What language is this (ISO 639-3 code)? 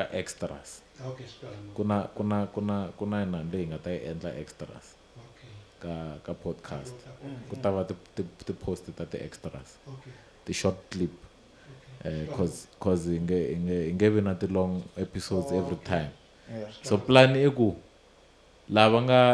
tso